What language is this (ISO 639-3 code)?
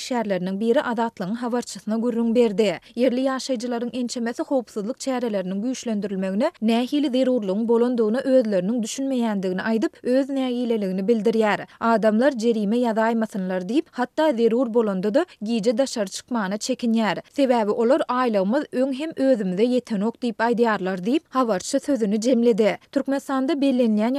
tuk